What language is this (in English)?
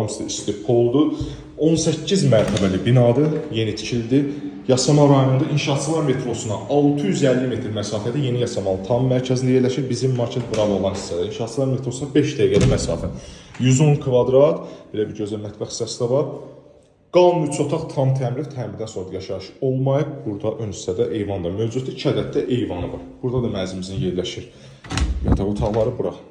Azerbaijani